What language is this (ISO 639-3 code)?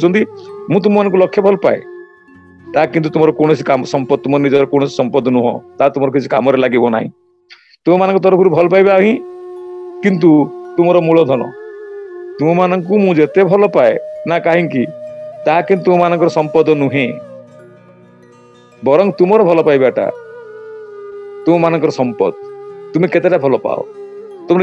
ori